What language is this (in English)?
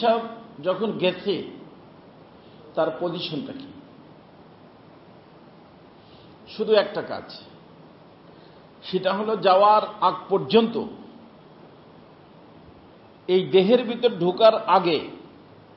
Bangla